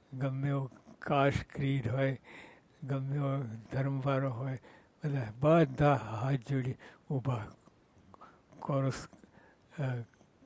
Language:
Gujarati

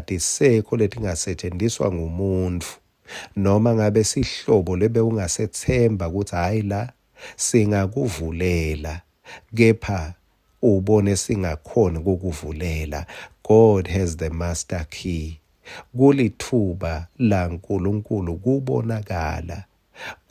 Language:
Swati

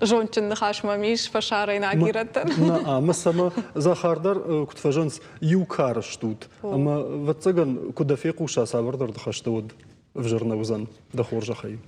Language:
Ossetic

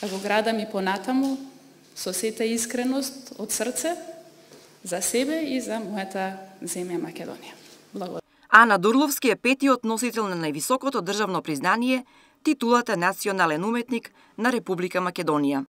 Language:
Macedonian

